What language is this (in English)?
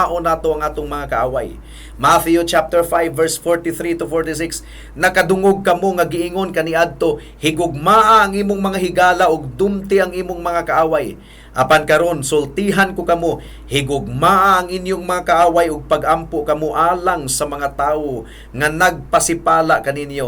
Cebuano